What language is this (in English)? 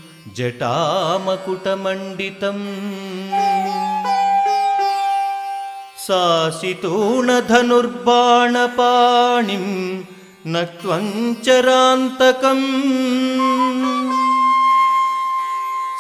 Telugu